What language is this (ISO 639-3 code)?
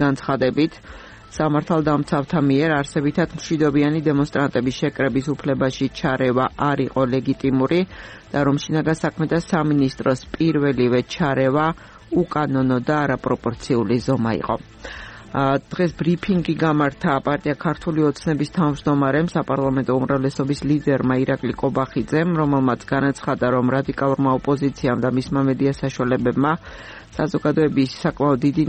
kat